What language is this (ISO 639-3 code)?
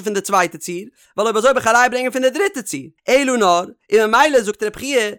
yid